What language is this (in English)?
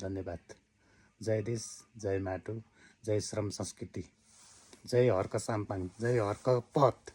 Nepali